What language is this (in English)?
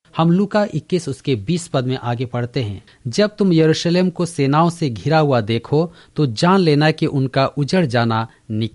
Hindi